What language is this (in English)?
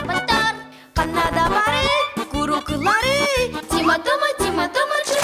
Yakut